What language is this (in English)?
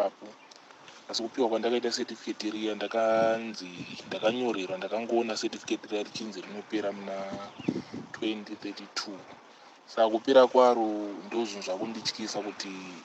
Shona